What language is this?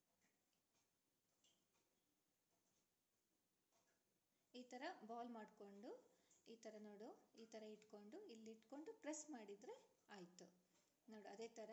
Kannada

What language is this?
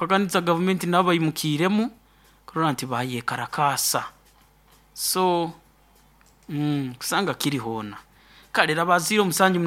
Nyoro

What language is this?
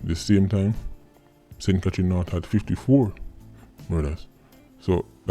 Jamaican Creole English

